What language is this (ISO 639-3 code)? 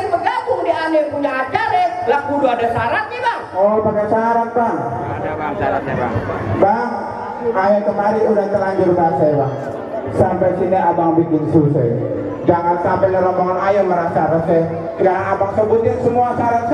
bew